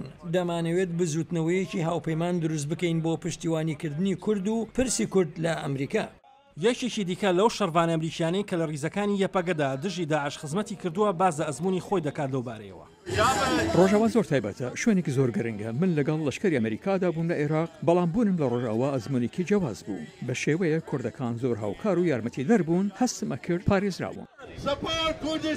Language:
Central Kurdish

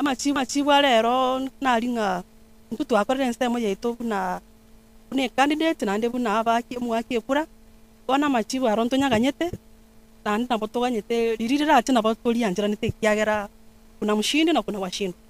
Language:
Gusii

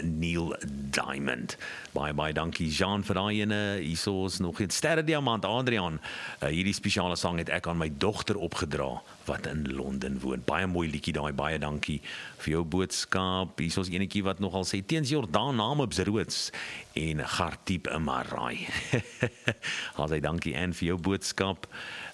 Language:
Afrikaans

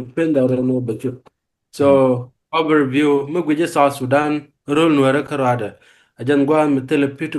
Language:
Nuer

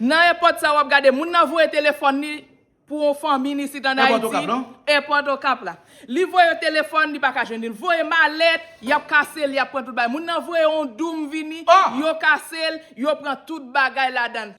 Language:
Haitian Creole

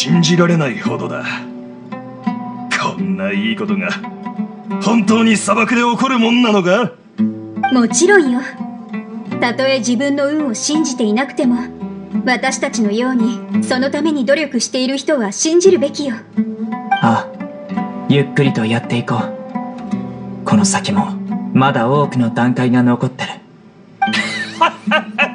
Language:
Japanese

